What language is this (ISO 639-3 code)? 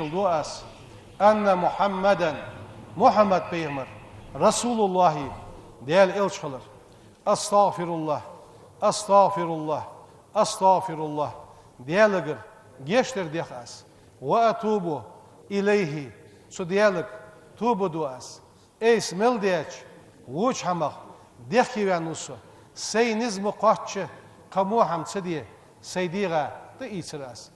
inh